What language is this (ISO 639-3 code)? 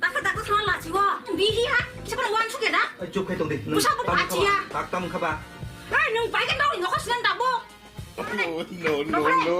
trp